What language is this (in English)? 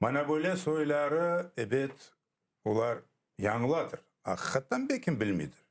Crimean Tatar